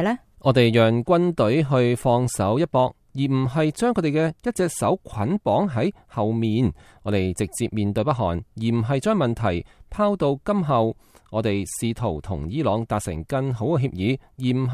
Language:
Cantonese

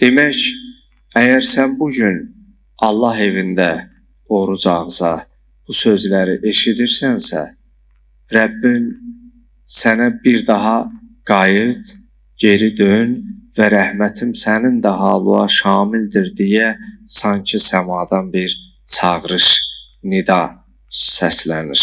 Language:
Azerbaijani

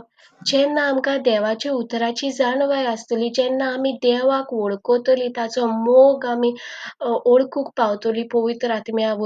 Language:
Konkani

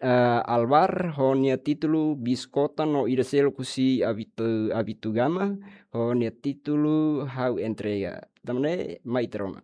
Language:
Tetum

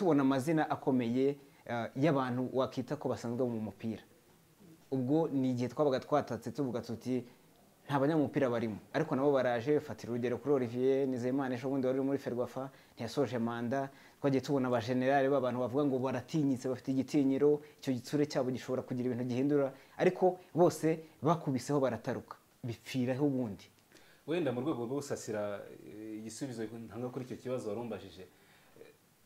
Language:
Kinyarwanda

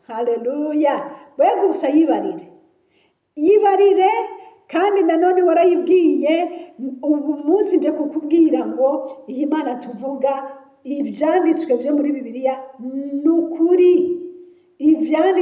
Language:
Rundi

